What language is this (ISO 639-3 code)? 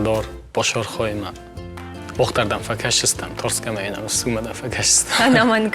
oss